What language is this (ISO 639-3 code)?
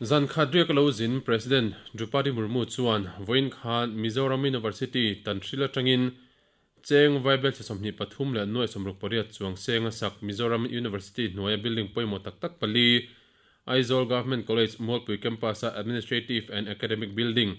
lus